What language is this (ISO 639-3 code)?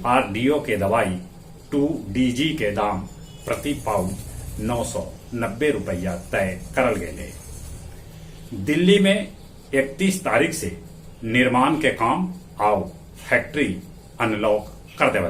mag